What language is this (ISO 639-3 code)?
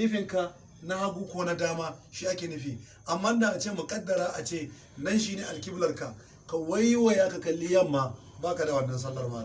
hau